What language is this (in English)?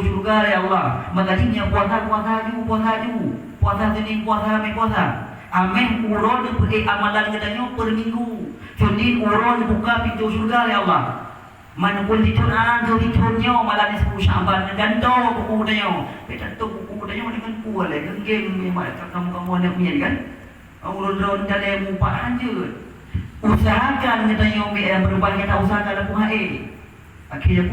Achinese